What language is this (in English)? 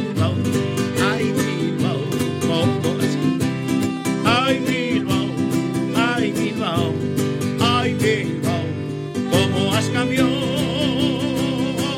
Spanish